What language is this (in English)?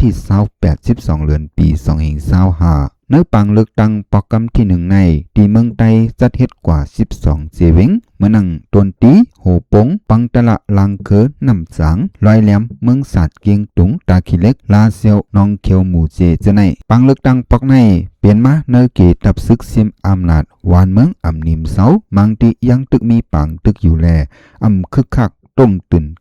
Shan